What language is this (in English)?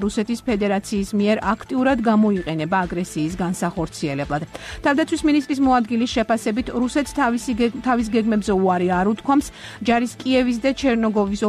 Georgian